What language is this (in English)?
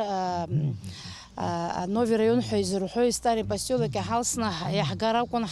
Abkhazian